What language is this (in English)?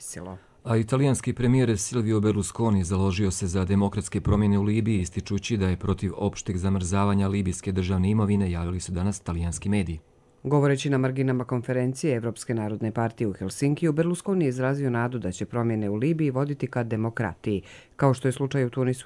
Croatian